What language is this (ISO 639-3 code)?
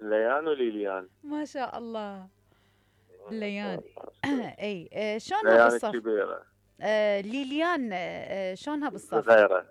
acm